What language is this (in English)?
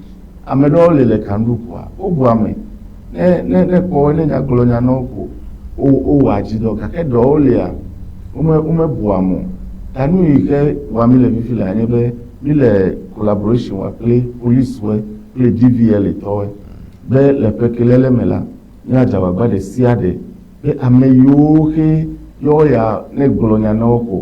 Ewe